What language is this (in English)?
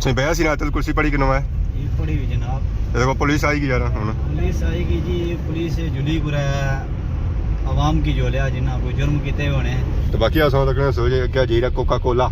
Pahari-Potwari